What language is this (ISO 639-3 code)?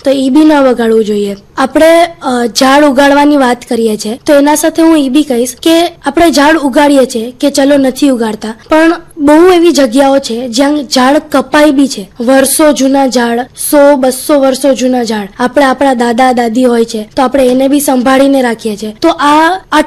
guj